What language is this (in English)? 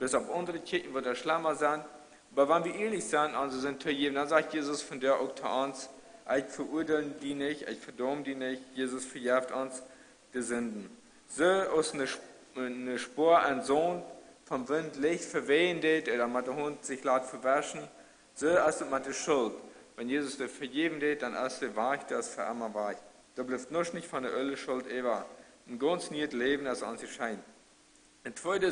Plautdietsch